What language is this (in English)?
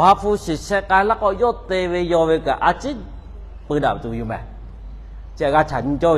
Lahu